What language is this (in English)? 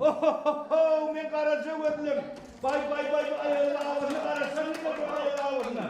Turkmen